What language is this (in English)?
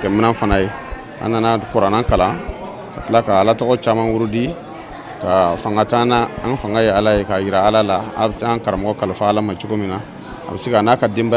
Bambara